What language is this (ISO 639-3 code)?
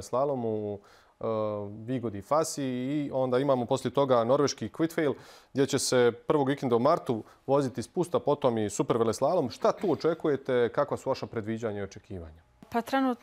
bos